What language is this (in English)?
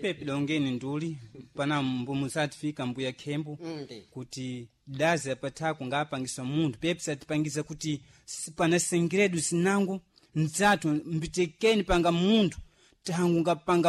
Sena